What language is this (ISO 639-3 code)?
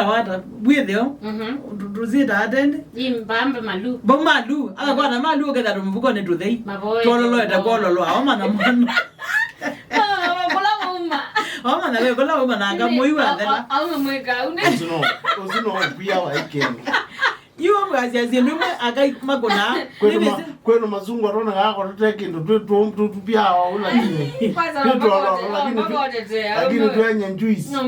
kam